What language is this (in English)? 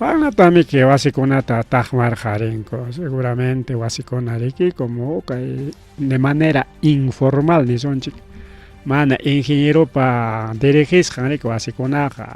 Ayacucho Quechua